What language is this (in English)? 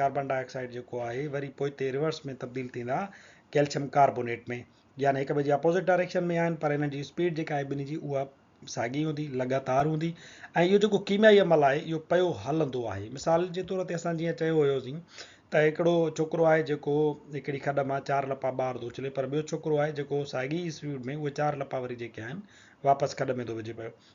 Sindhi